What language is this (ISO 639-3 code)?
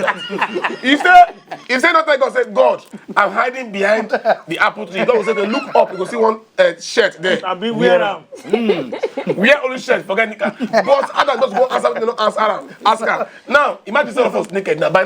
pcm